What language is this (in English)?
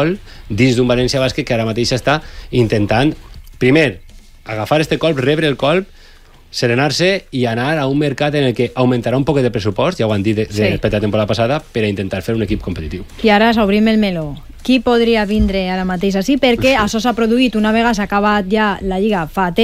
Catalan